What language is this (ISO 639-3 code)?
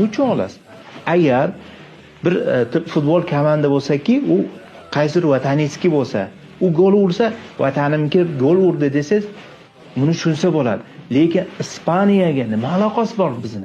uzb